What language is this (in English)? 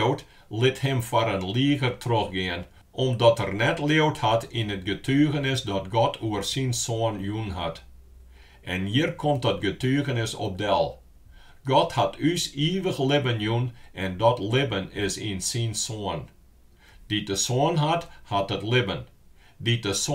Western Frisian